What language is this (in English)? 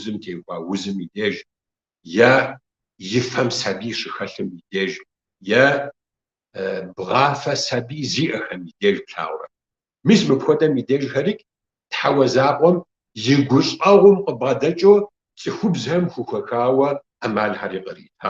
Kabardian